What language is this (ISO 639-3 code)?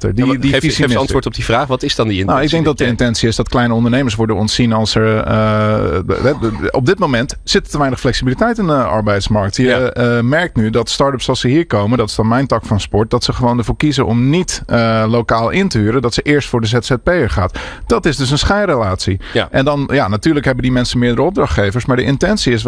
nld